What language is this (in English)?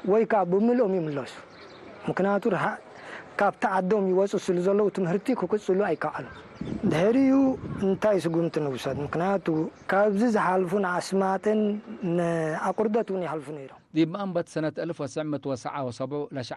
Tigre